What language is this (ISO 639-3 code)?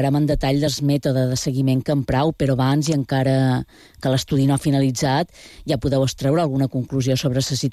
cat